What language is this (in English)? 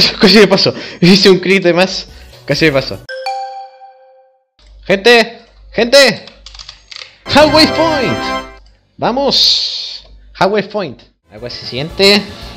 Spanish